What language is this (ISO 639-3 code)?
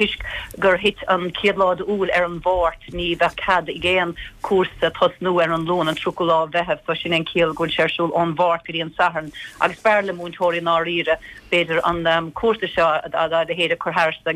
gle